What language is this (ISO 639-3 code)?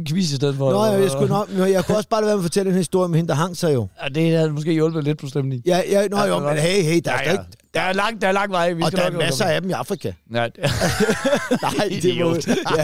dan